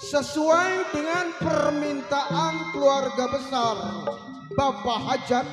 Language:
Betawi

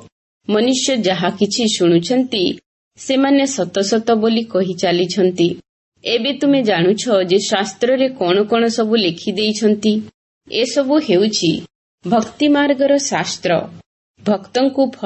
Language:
Odia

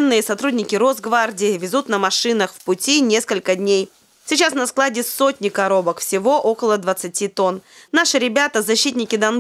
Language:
Russian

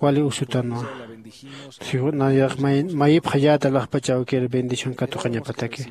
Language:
Aymara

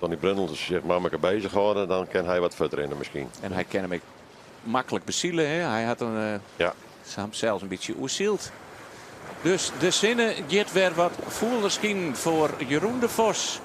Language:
Western Frisian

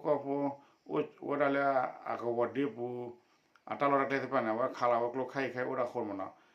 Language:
S'gaw Karen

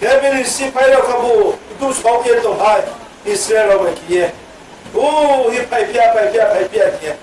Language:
Riang (India)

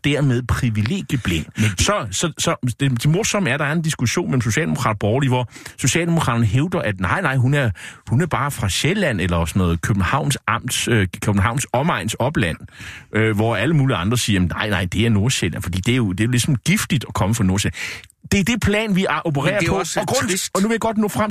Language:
Danish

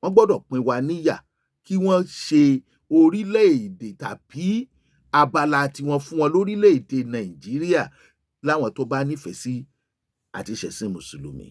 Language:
Yoruba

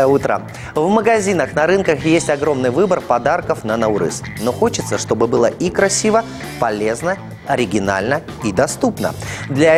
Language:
Russian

